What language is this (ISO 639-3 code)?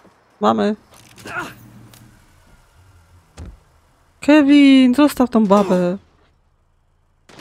pol